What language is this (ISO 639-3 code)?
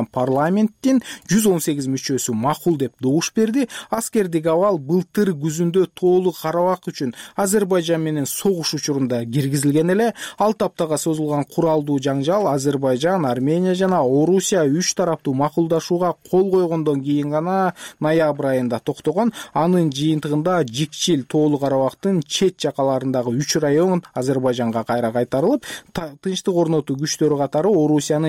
kir